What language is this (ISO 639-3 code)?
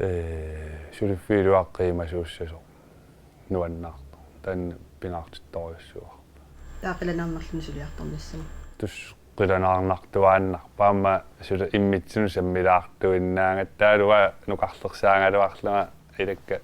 kal